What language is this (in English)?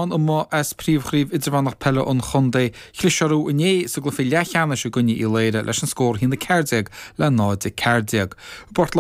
Irish